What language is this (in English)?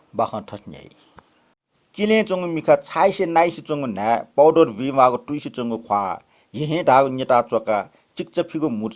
Newari